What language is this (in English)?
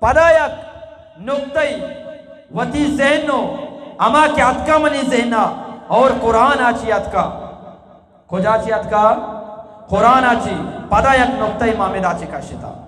Eastern Balochi